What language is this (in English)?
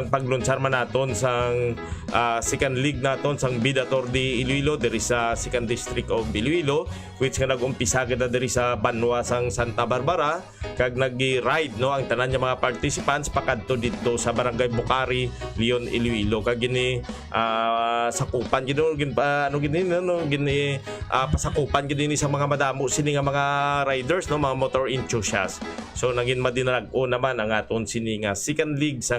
Hiligaynon